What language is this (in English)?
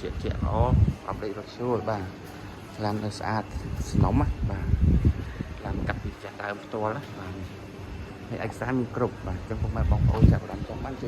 Khmer